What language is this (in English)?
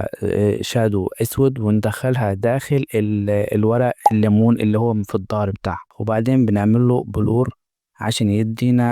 Egyptian Arabic